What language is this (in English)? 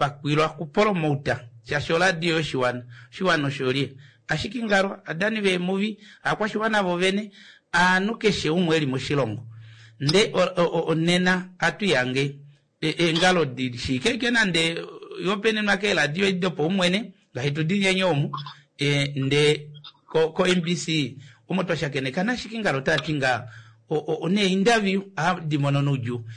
Kuanyama